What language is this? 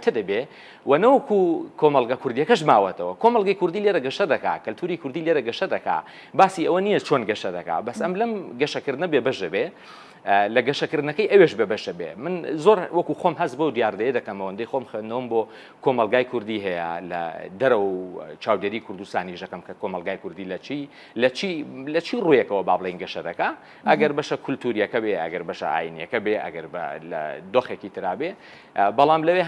Central Kurdish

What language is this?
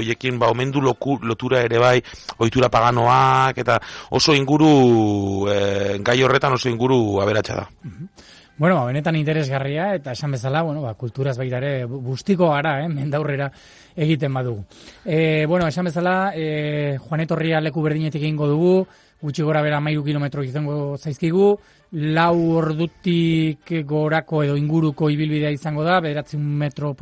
Basque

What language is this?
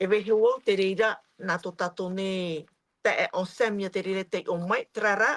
Tahitian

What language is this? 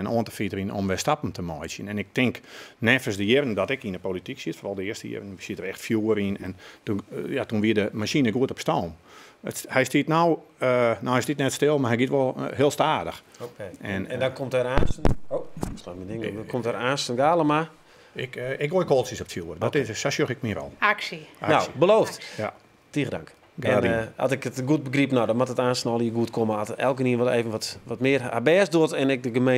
Western Frisian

